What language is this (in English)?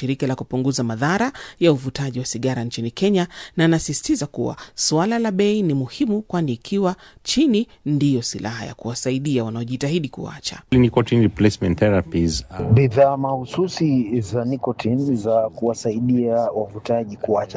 Swahili